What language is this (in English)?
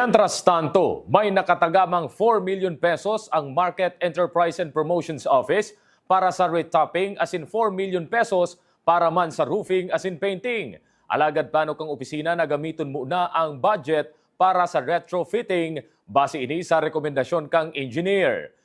Bikol